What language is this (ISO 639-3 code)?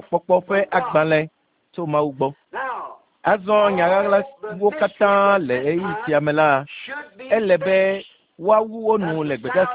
ewe